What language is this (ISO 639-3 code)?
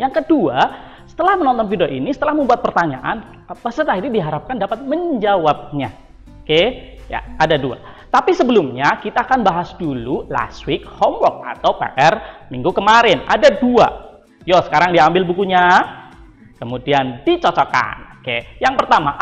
ind